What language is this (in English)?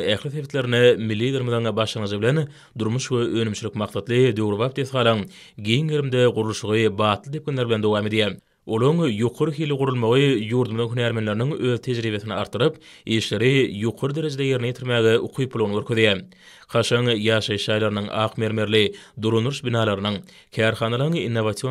Turkmen